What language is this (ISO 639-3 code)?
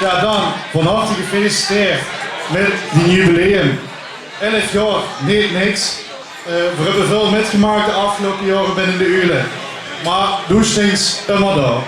lim